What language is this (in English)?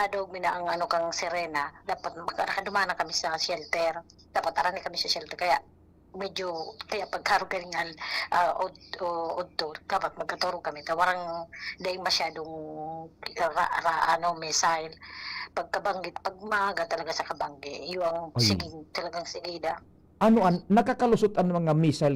Bikol